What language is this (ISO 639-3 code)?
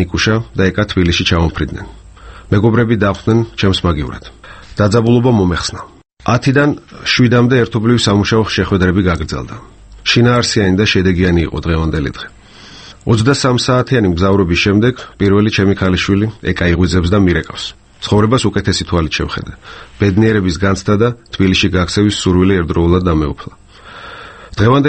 kat